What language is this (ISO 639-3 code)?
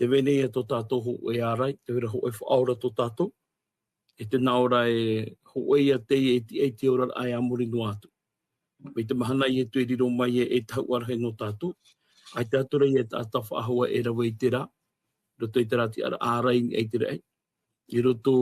tah